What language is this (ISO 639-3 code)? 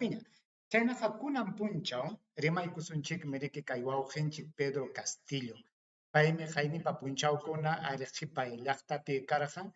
quy